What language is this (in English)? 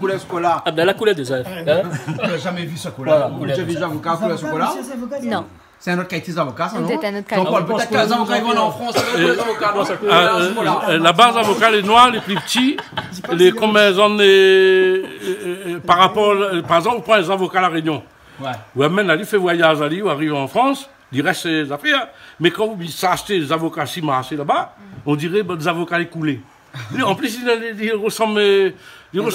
Réunion Creole French